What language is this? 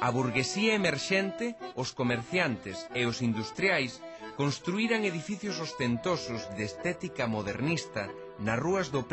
Galician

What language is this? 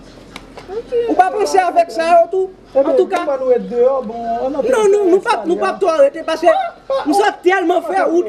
Haitian Creole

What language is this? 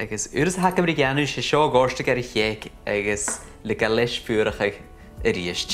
Scottish Gaelic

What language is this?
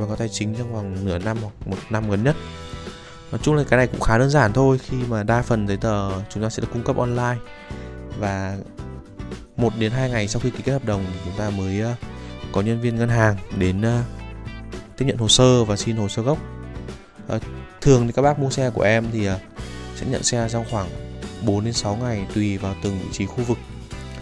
Vietnamese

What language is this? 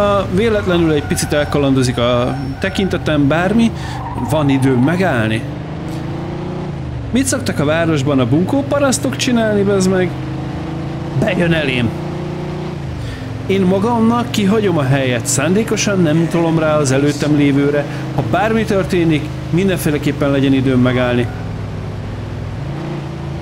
Hungarian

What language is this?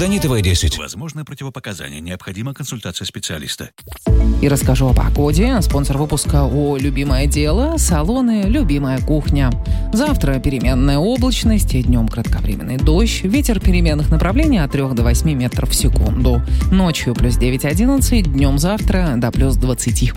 Russian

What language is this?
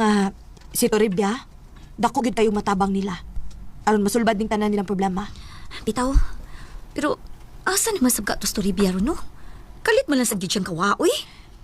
Cebuano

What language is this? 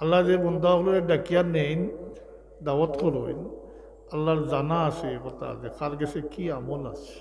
Sylheti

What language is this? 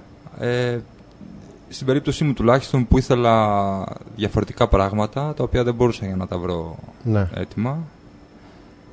Greek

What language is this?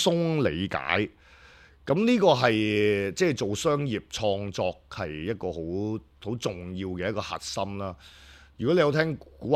Cantonese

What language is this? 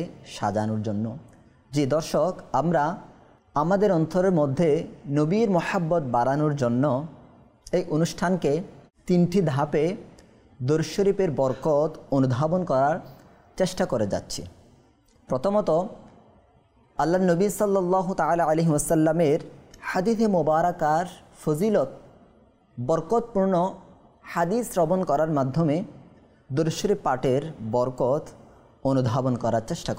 Bangla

